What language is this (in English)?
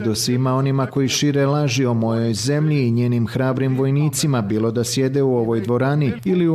Bosnian